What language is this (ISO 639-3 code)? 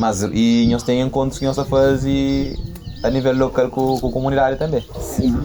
kea